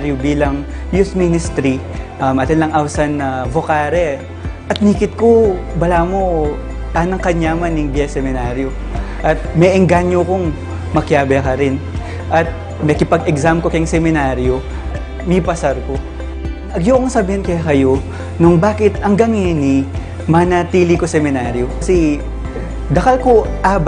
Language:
Pampanga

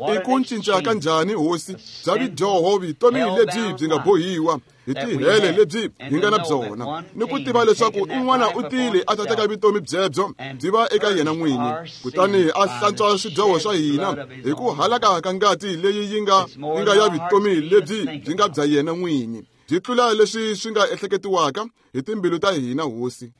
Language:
Tsonga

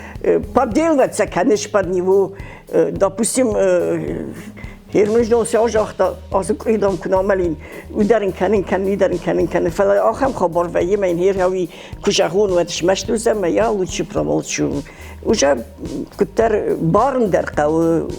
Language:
Ossetic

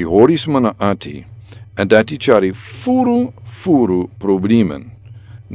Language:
Sranan Tongo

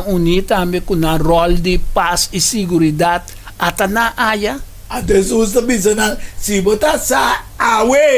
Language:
Papiamento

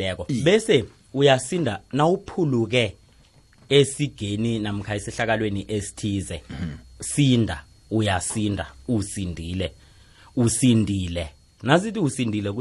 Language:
South Ndebele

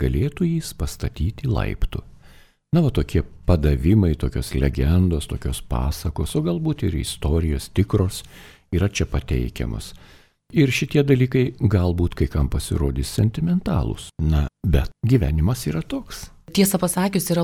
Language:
Lithuanian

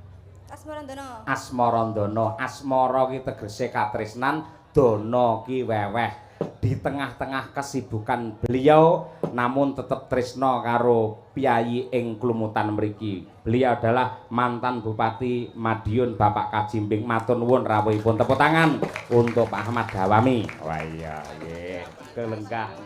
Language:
Javanese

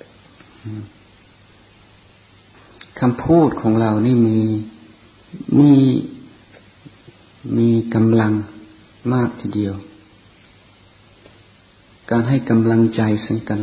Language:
Thai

